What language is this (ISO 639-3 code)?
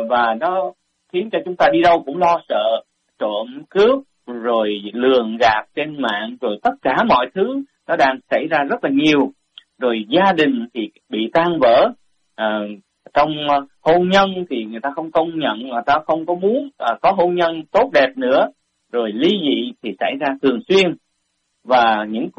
vie